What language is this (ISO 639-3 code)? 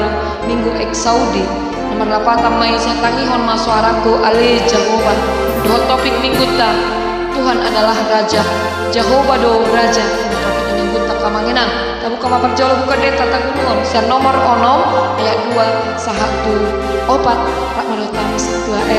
bbc